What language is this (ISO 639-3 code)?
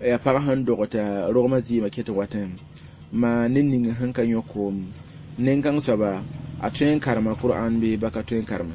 mos